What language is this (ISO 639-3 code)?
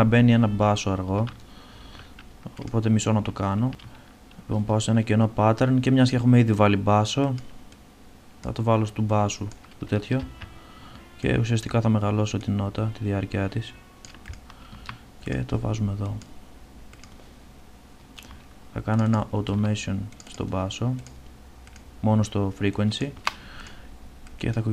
ell